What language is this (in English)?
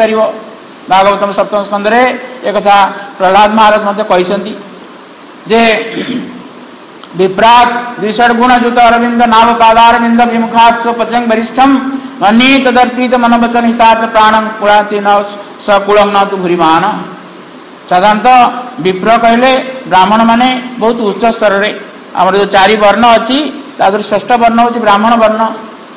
Odia